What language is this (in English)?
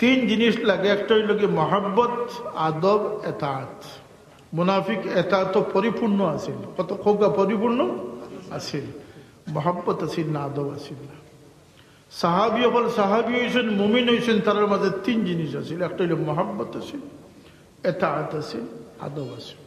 Sylheti